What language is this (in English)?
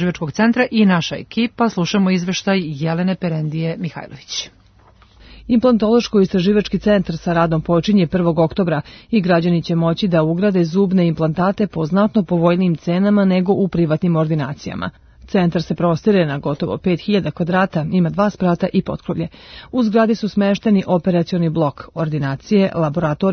Serbian